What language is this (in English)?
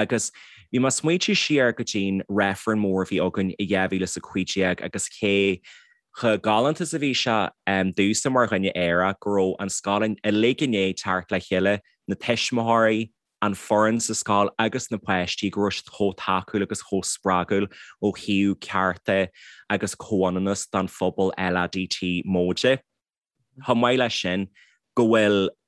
Irish